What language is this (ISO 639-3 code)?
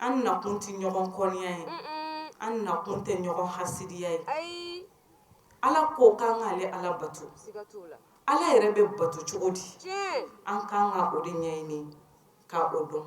bam